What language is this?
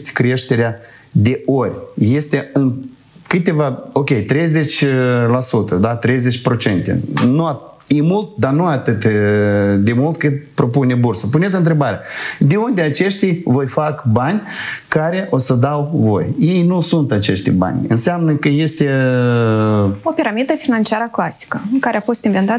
Romanian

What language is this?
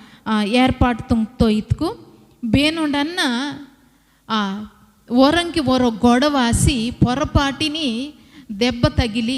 Koya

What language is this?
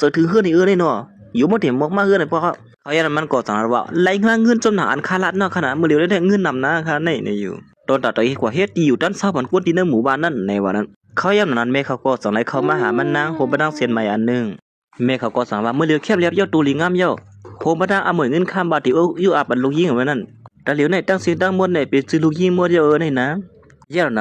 Shan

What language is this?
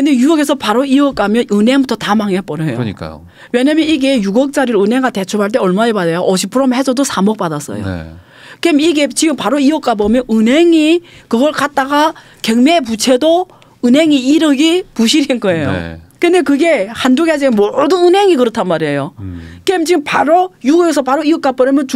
Korean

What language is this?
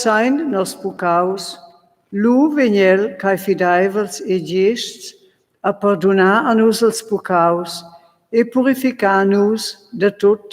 Romansh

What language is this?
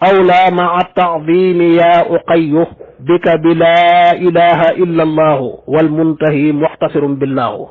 Wolof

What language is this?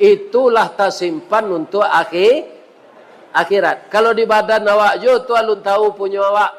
Minangkabau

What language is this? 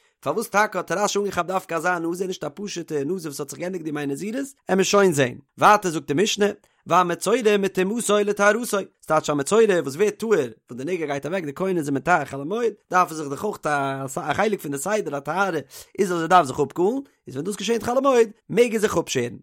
Yiddish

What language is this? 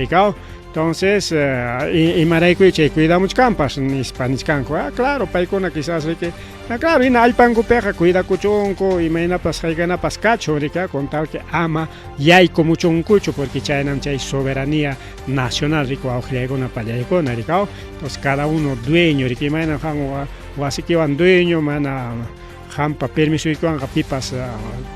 Ayacucho Quechua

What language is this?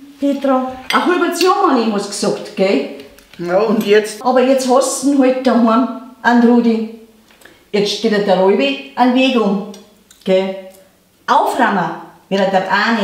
Bavarian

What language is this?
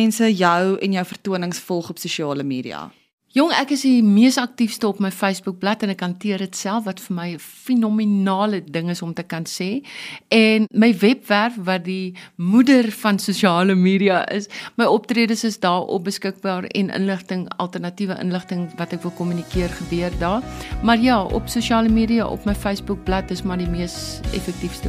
Afrikaans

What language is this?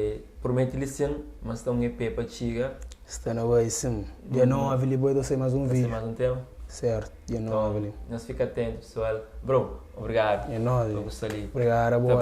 Kabuverdianu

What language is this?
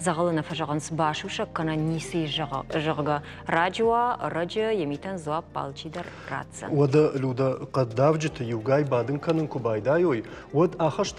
Ossetic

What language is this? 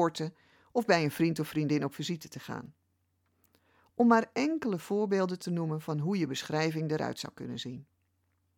Dutch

